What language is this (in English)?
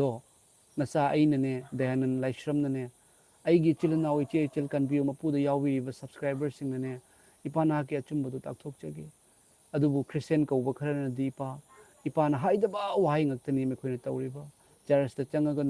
Manipuri